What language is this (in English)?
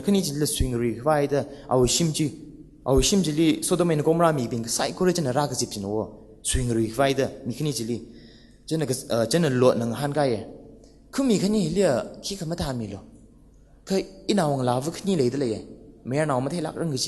Tangkhul Naga (India)